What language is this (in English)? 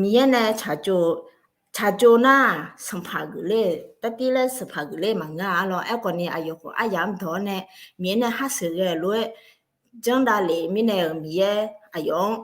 Akha